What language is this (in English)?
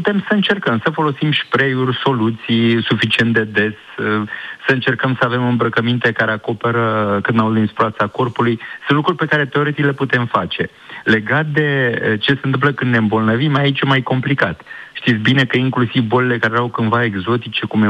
Romanian